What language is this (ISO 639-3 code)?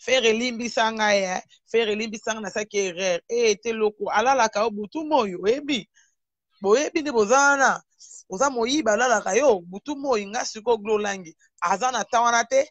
lin